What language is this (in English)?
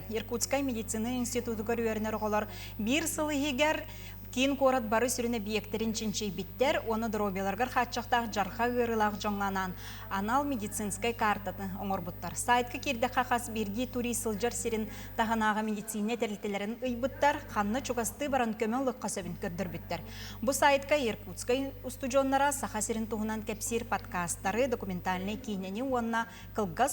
Yakut